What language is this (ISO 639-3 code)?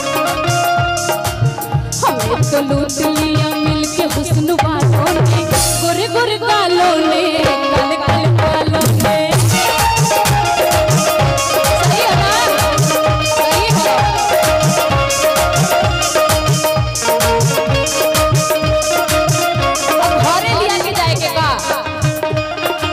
bho